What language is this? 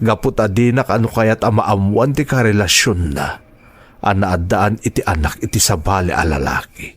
Iloko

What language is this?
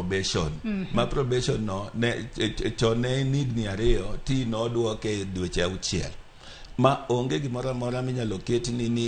Luo (Kenya and Tanzania)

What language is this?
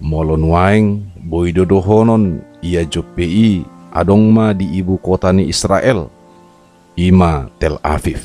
Batak Toba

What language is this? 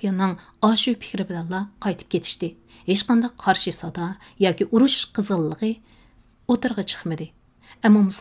Uyghur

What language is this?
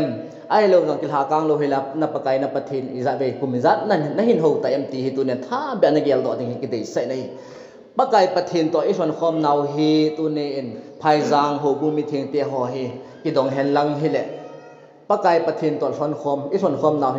Thado Chin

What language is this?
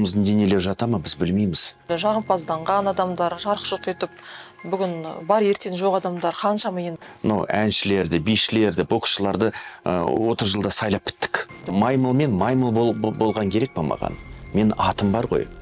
Kazakh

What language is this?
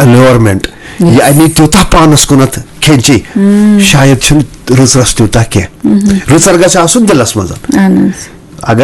Kashmiri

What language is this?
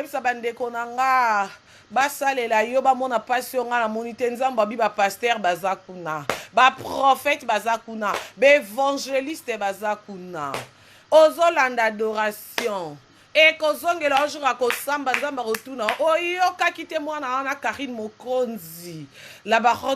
Lingala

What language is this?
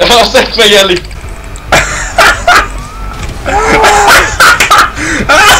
Hungarian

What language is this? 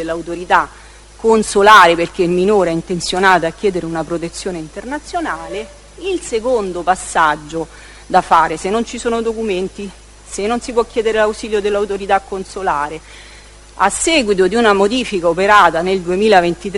Italian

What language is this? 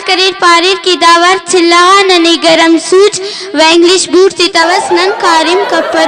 Brahui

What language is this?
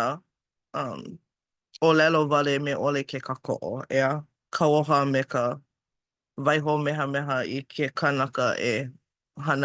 Hawaiian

